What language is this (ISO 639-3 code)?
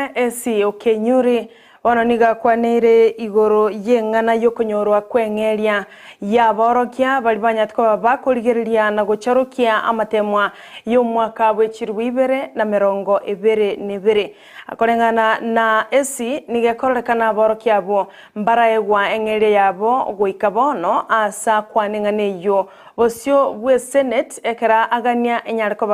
guz